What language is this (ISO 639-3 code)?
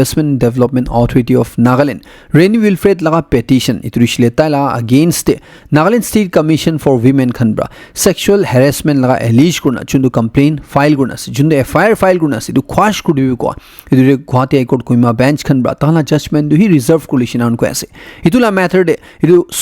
nag